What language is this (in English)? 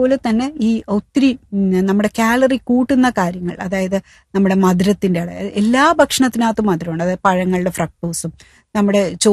Malayalam